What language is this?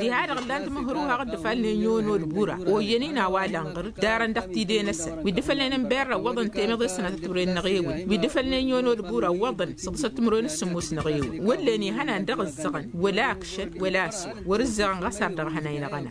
Tamasheq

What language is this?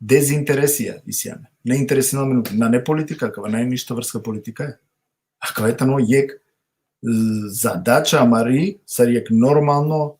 Balkan Romani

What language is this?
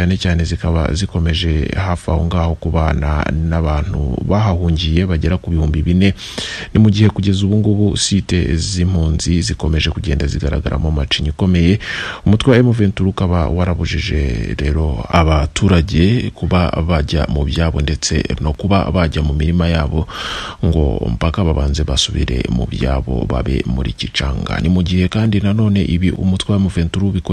Kinyarwanda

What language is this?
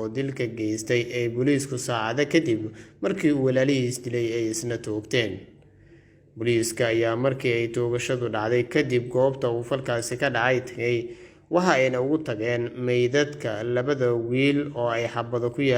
Somali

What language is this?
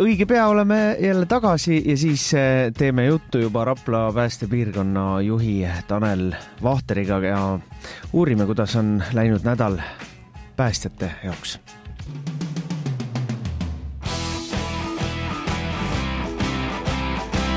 Estonian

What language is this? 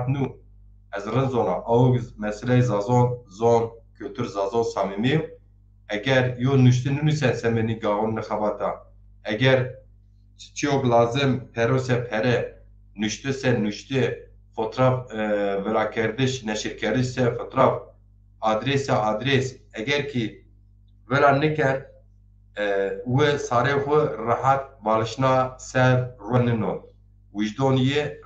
Zaza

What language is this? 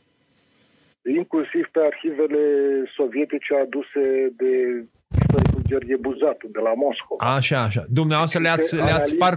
Romanian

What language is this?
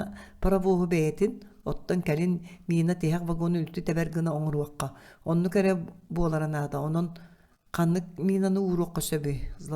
Yakut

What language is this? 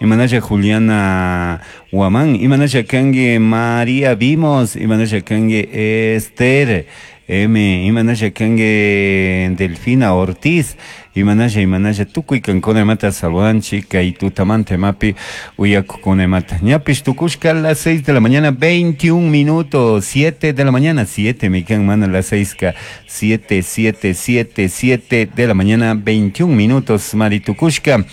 Chimborazo Highland Quichua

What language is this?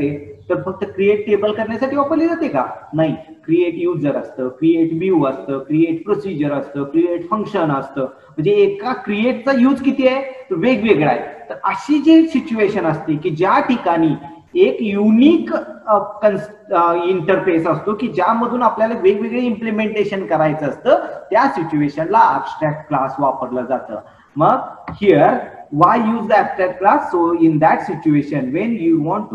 Marathi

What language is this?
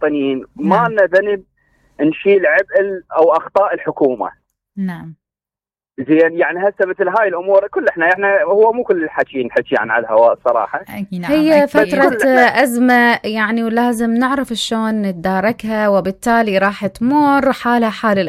Mesopotamian Arabic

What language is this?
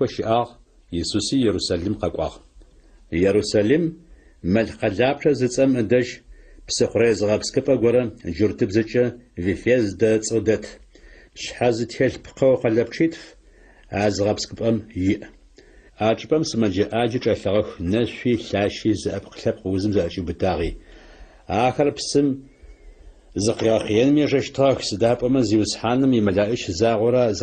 Adyghe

